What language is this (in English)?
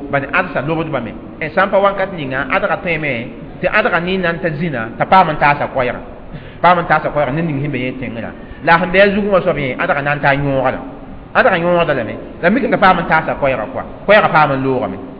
Mossi